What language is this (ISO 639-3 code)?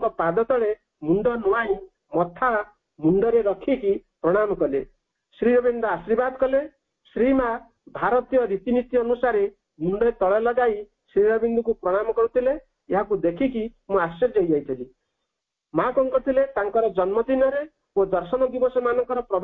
ori